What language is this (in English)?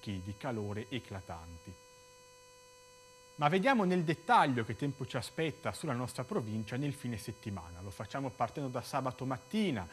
Italian